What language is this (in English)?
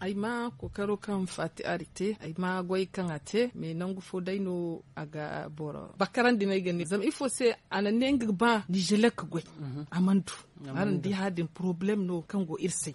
Zarma